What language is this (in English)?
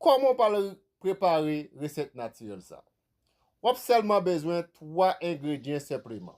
Haitian Creole